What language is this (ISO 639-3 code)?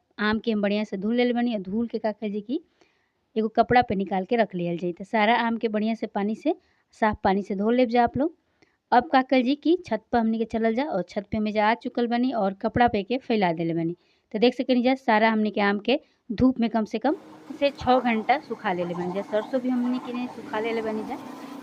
bho